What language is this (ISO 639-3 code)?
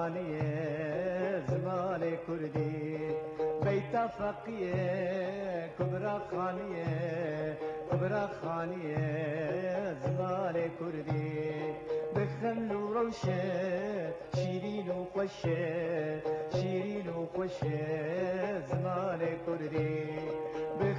kur